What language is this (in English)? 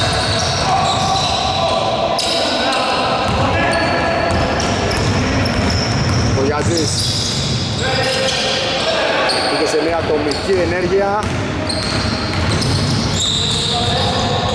Greek